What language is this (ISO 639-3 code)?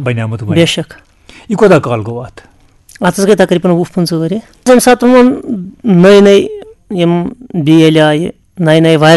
kas